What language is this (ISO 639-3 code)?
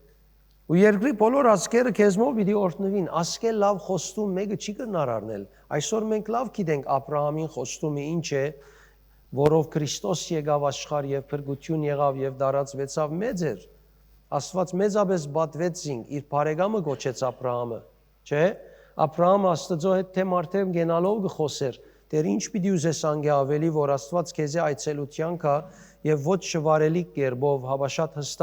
hyw